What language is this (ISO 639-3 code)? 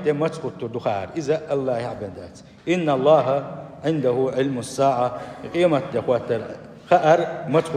che